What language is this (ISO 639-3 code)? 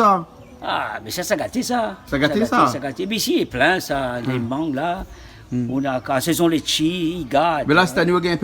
rcf